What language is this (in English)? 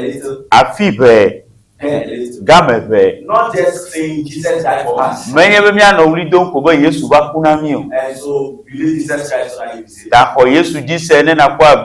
Ewe